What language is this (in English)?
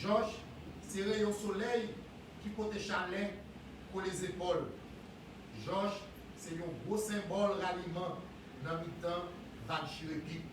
Haitian Creole